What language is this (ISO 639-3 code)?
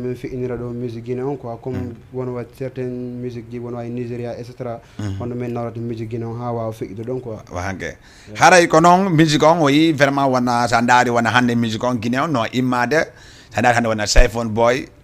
ful